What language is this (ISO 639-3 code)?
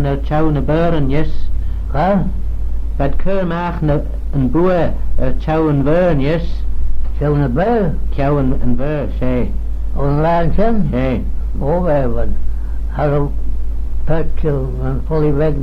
glv